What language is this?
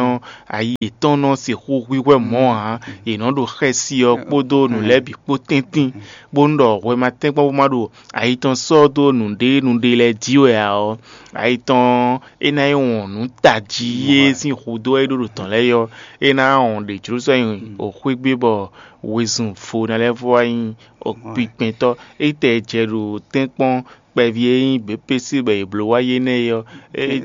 Fon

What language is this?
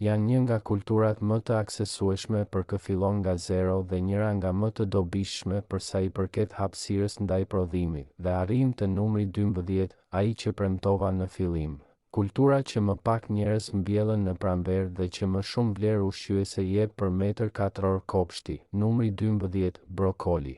Albanian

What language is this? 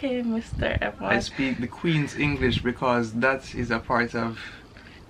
Jamaican Creole English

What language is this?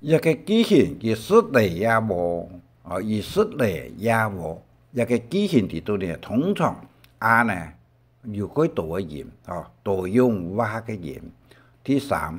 Hakka Chinese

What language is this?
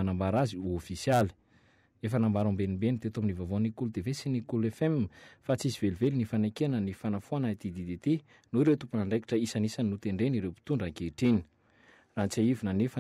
Malagasy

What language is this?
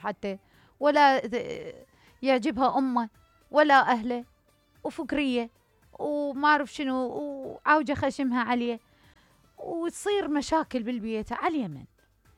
Mesopotamian Arabic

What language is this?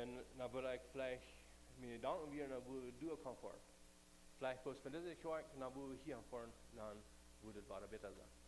Plautdietsch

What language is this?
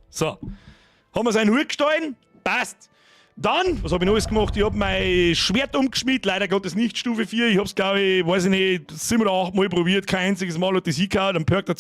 Bavarian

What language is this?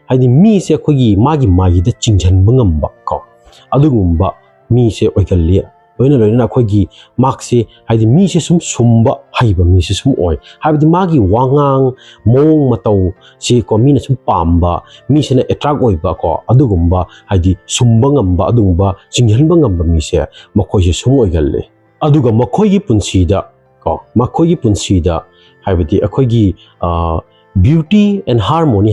Manipuri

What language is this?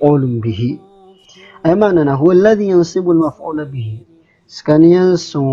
Maranao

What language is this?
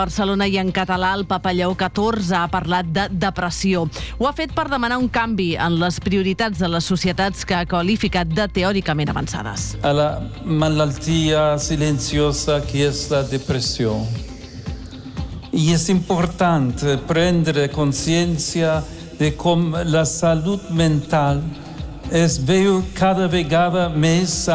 Catalan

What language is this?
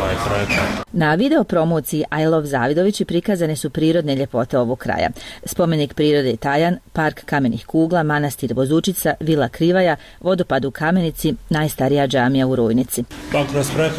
Bosnian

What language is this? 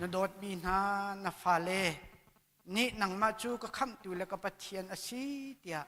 Hakha Chin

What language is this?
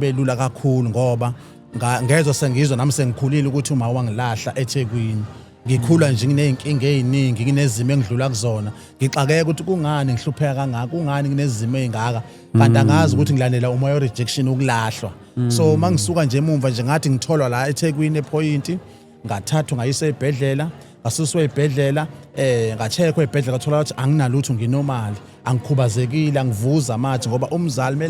Zulu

